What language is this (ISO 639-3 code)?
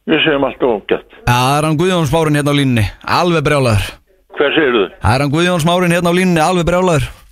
isl